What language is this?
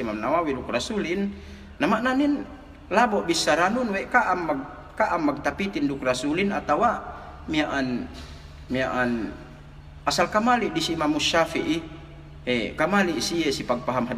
Yakan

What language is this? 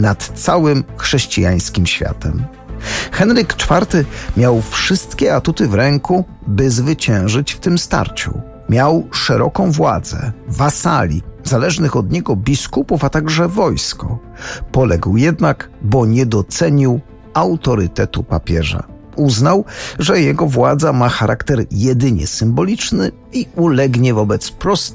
Polish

